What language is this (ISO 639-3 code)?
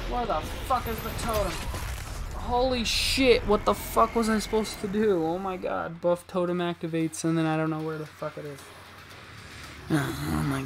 eng